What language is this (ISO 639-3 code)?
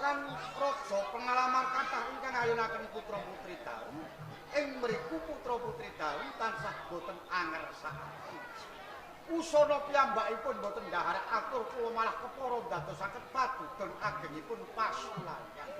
jav